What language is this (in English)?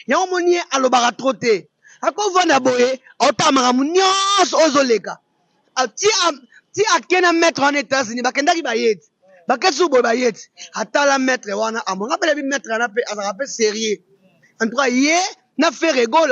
Lingala